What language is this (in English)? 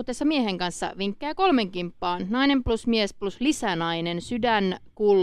Finnish